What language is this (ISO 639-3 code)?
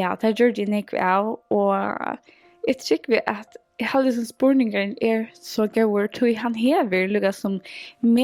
fao